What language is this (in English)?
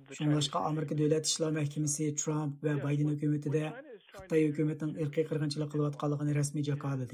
Uyghur